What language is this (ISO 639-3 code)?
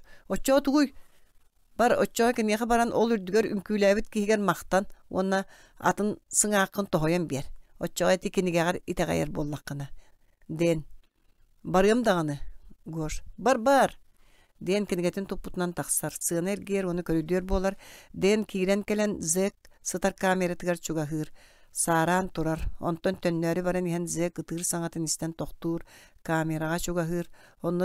sah